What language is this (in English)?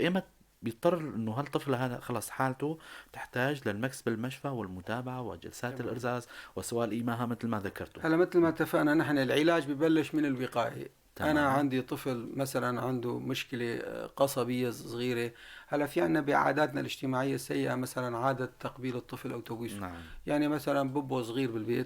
North Levantine Arabic